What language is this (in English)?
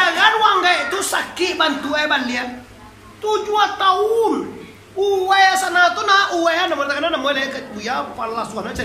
Minangkabau